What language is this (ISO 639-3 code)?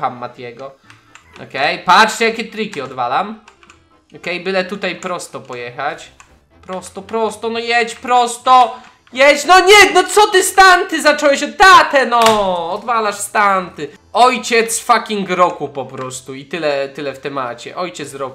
pol